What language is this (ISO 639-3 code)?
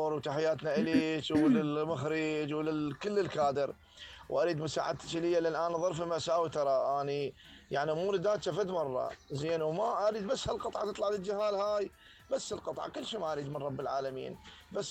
acm